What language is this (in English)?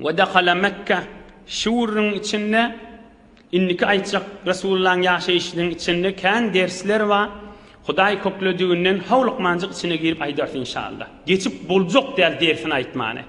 Turkmen